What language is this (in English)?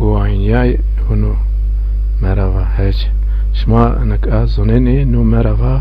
Zaza